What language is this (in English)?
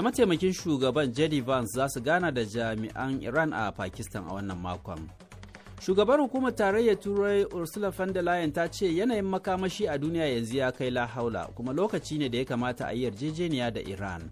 Hausa